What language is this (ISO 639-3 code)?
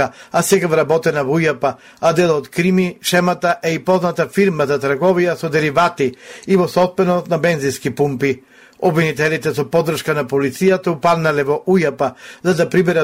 mkd